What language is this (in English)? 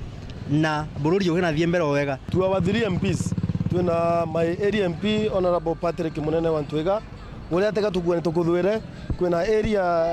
Meru